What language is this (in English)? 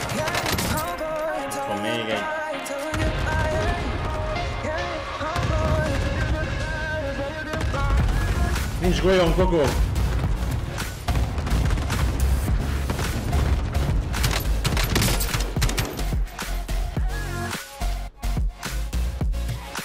Hungarian